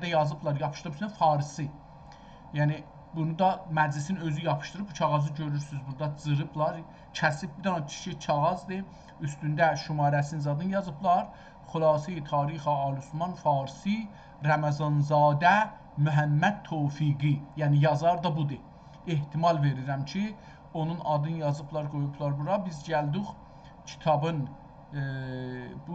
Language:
South Azerbaijani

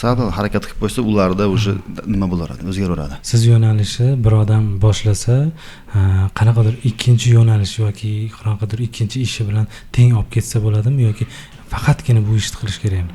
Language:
Uzbek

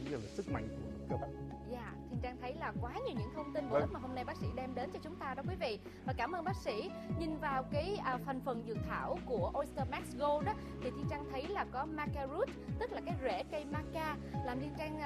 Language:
Vietnamese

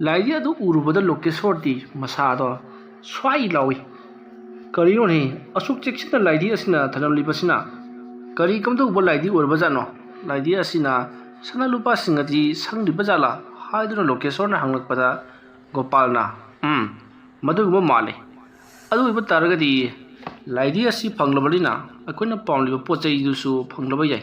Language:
Manipuri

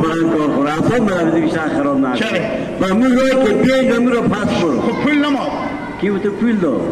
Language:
Hazaragi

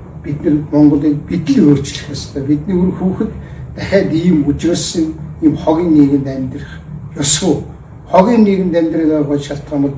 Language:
Mongolian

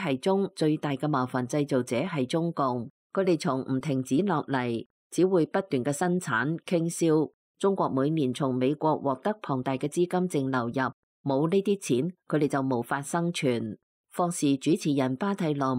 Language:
Cantonese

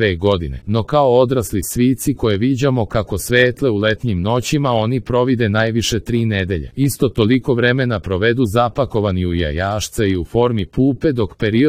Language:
Serbian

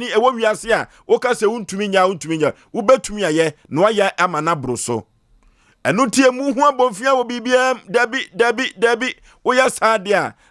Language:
Akan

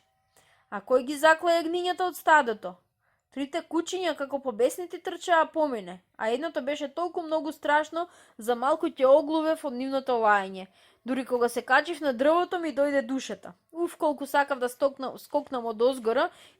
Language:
Macedonian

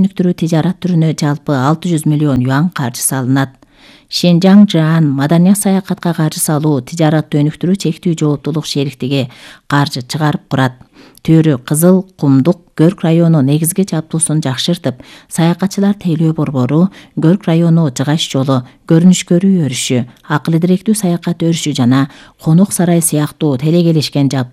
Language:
Kyrgyz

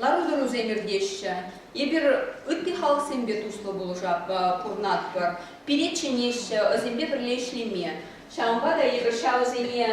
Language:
Chuvash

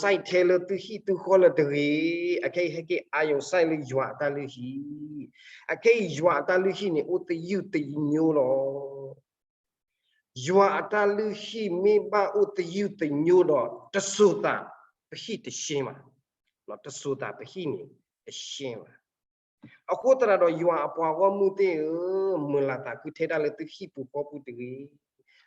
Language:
S'gaw Karen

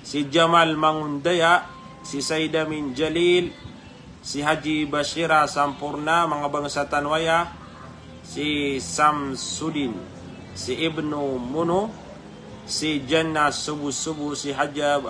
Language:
Maranao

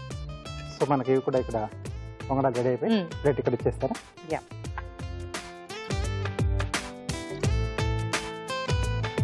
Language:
Telugu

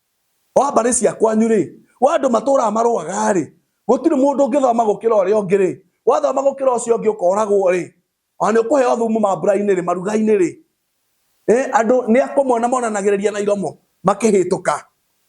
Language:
Kikuyu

